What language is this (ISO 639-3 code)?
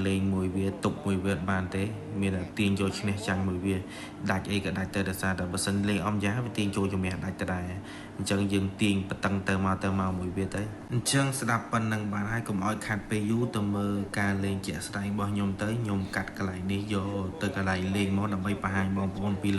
khm